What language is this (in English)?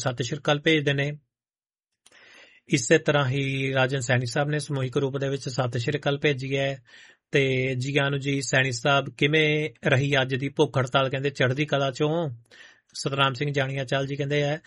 Punjabi